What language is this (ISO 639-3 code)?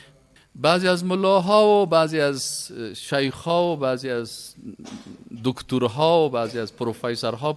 fas